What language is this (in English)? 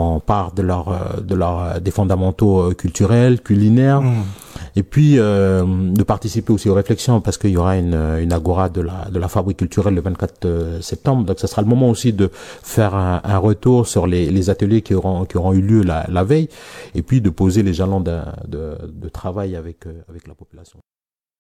French